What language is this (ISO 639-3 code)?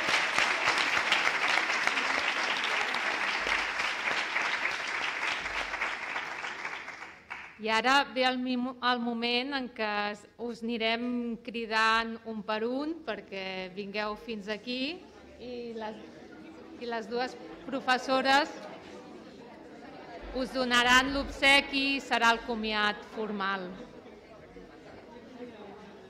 cat